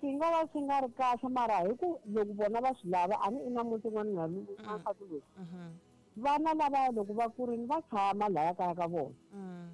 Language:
Tsonga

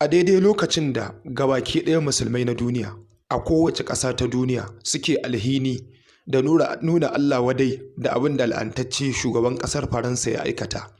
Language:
Hausa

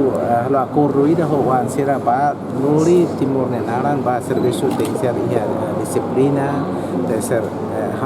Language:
Tetum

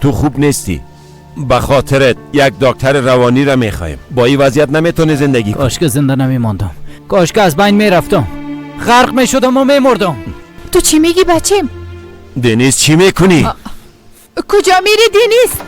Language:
Persian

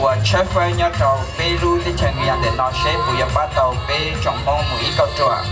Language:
Hmong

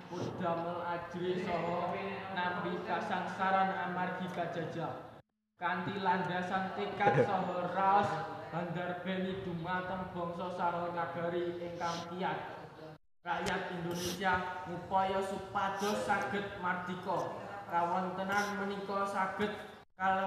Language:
Javanese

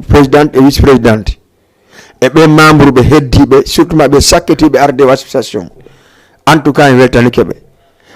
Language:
Fula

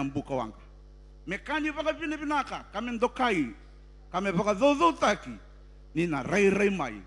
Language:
Fijian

